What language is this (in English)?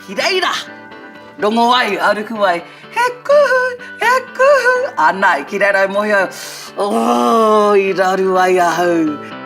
Māori